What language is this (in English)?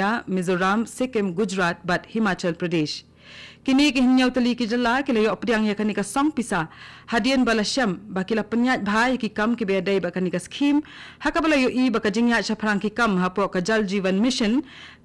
Khasi